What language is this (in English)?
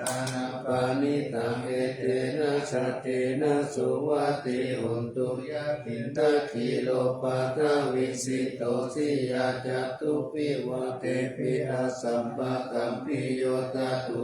Pali